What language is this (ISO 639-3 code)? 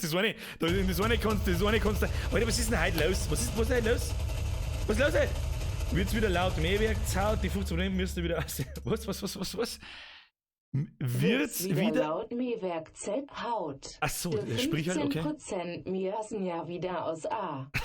bar